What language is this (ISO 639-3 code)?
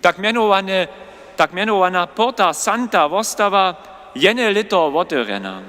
hsb